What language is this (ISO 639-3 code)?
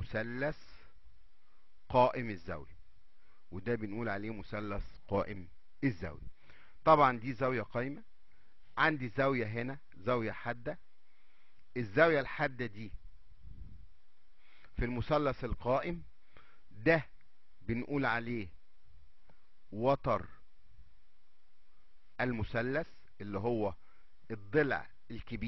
arz